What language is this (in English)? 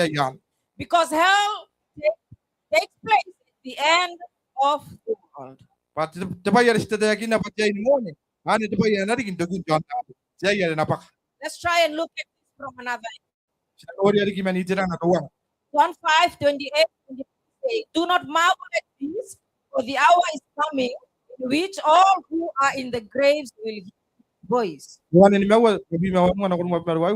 Gilbertese